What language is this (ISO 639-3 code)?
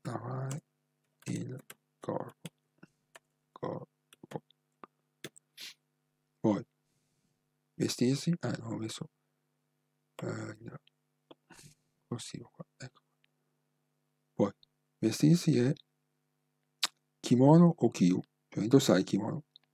ita